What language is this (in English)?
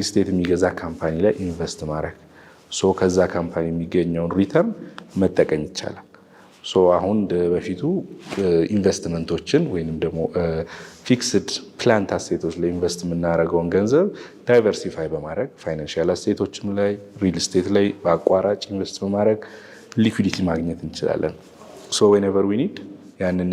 Amharic